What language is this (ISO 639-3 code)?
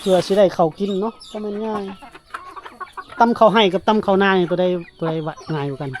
lao